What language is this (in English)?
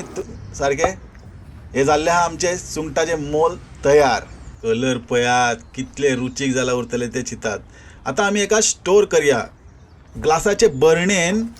Konkani